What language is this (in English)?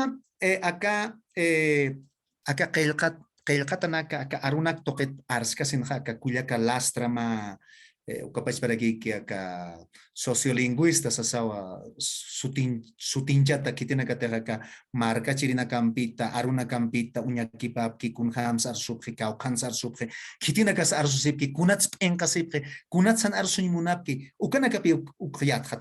Aymara